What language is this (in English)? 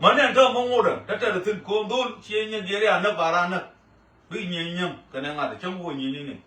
Nuer